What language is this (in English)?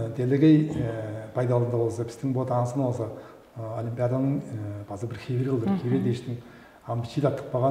Tuvinian